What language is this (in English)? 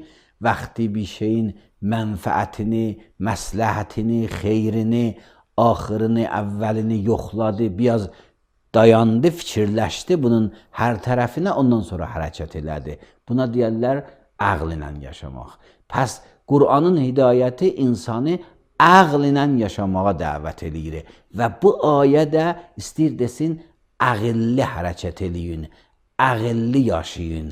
Azerbaijani